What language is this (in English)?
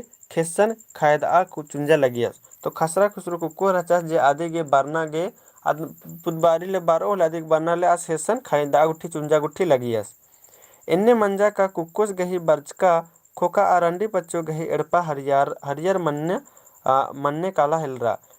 Kurukh